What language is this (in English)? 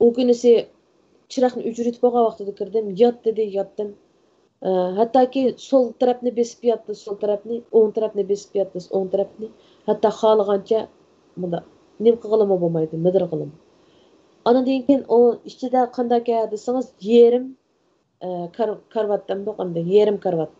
Uyghur